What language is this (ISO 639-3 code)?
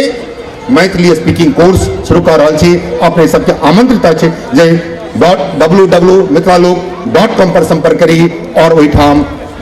mai